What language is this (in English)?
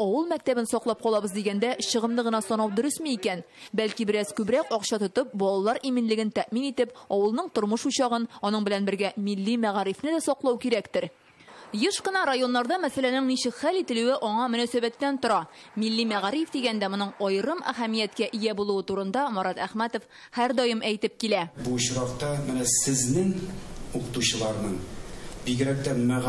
Tatar